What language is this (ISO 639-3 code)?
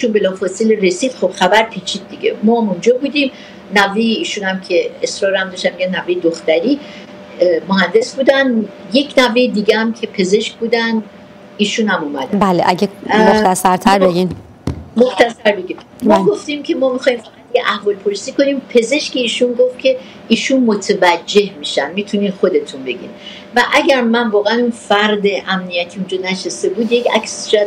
fas